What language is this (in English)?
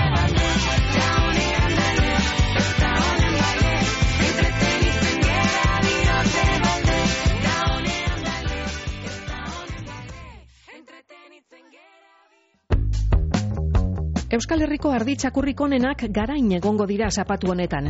Basque